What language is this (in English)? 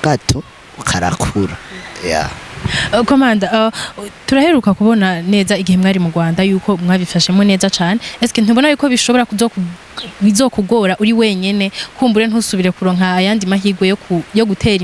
Rundi